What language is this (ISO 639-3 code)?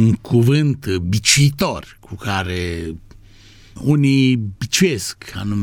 ron